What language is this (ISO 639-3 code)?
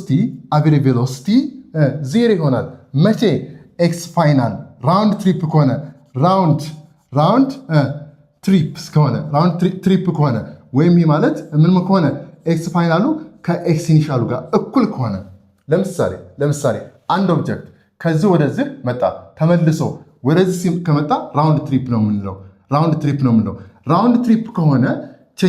amh